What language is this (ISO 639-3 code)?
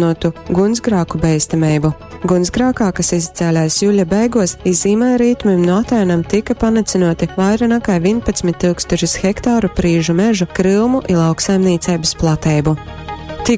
ltg